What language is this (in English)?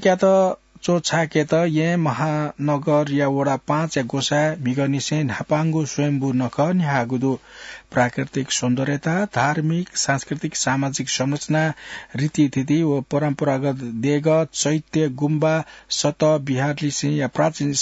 Newari